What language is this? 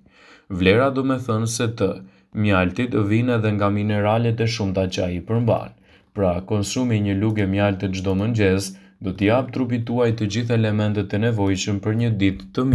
Albanian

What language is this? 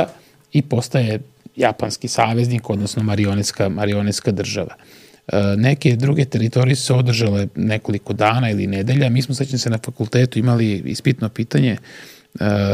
Serbian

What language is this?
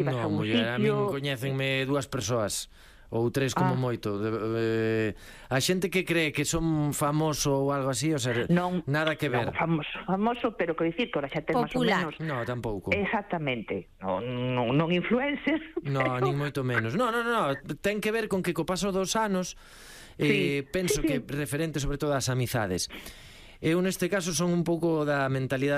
Galician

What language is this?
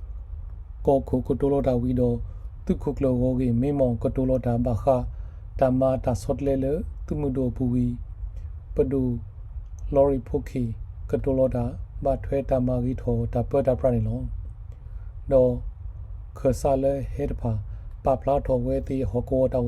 S'gaw Karen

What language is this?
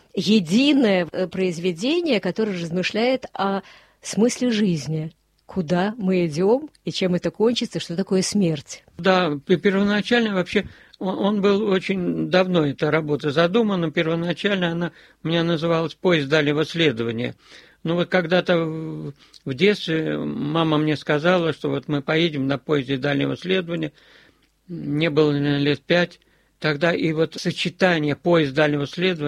Russian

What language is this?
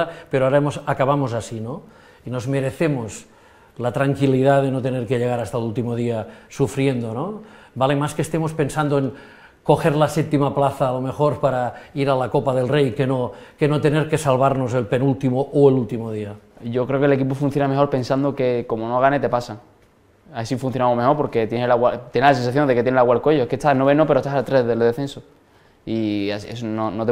Spanish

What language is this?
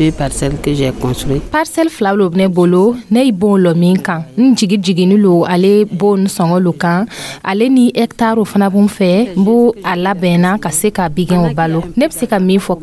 Dyula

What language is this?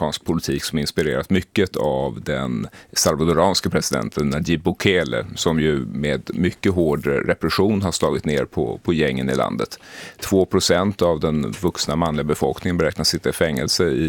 Swedish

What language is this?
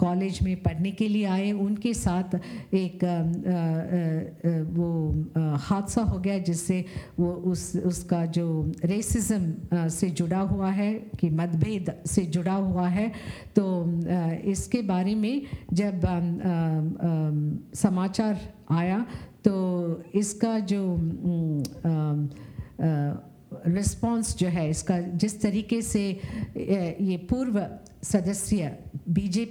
Hindi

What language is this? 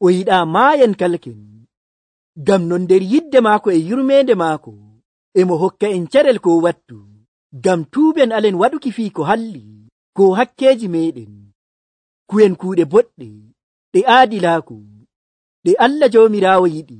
Nigerian Fulfulde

